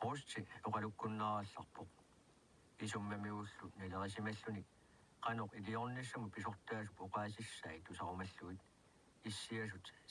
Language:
Kalaallisut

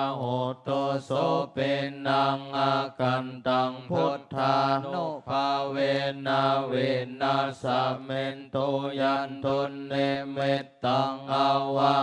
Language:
Pali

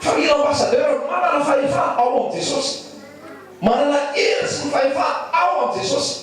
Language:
Malagasy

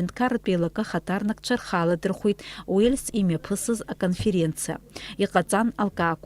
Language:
Abkhazian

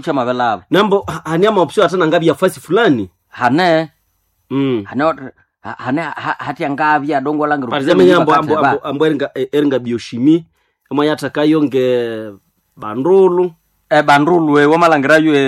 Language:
Nande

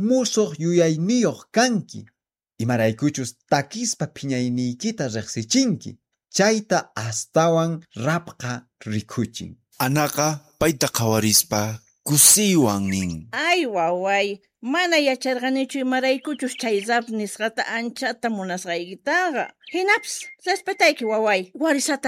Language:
South Bolivian Quechua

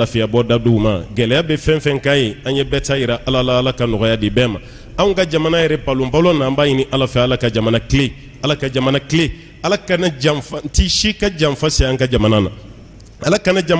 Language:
Bambara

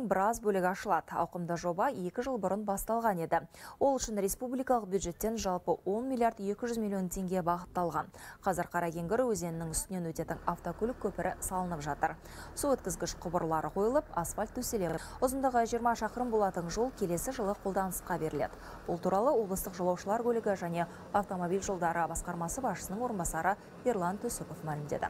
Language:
Kazakh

